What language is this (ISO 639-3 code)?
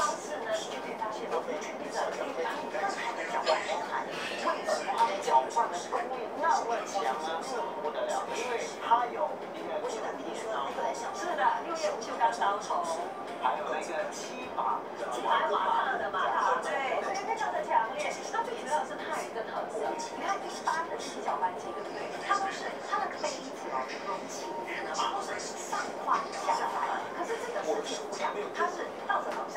zho